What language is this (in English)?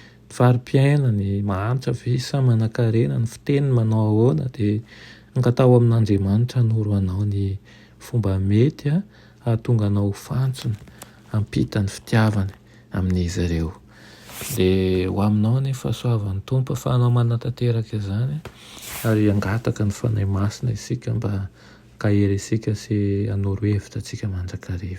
Malagasy